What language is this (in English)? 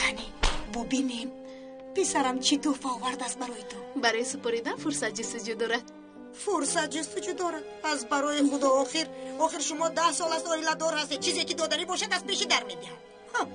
Tajik